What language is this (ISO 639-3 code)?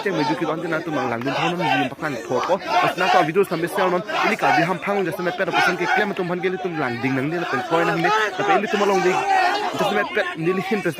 mjw